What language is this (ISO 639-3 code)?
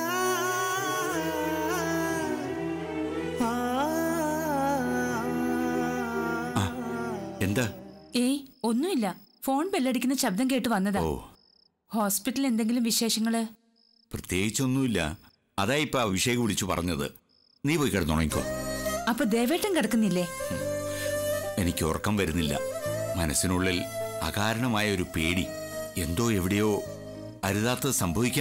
mal